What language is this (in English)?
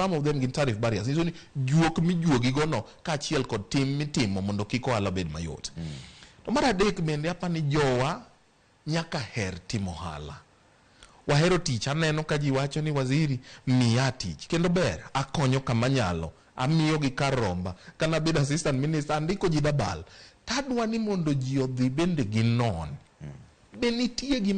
Luo (Kenya and Tanzania)